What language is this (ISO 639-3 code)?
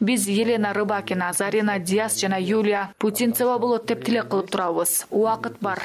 kir